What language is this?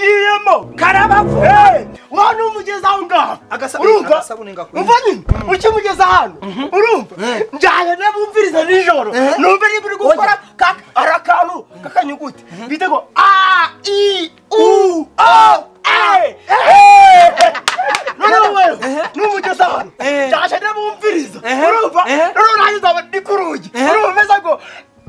Kinyarwanda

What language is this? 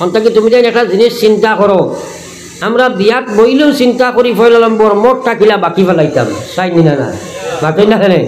Sylheti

